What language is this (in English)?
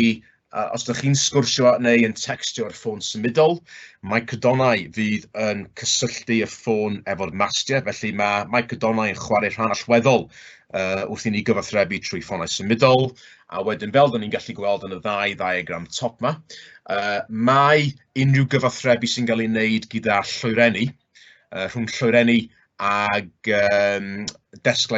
Welsh